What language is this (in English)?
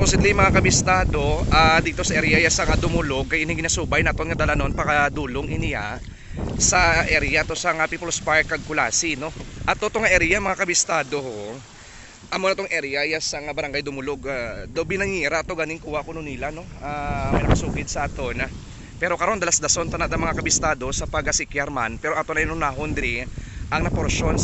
Hiligaynon